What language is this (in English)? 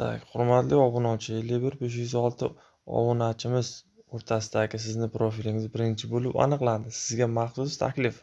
Uzbek